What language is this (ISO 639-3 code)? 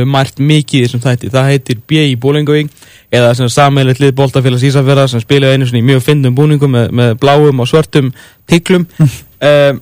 isl